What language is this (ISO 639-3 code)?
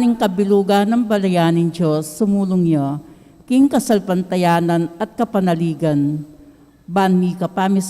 pam